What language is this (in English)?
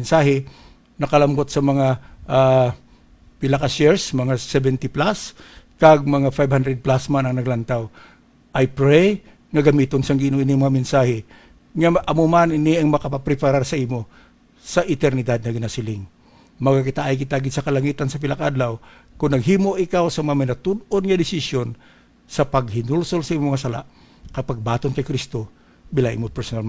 Hiligaynon